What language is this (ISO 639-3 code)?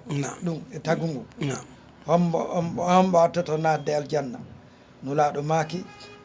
ful